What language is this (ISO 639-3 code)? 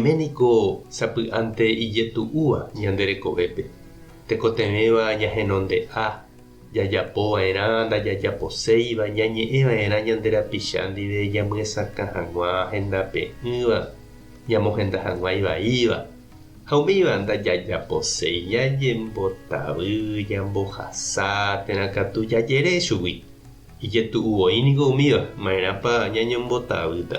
grn